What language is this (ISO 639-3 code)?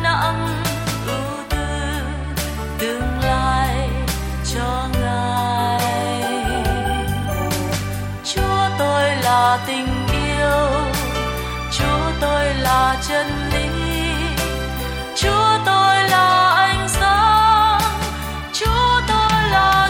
vie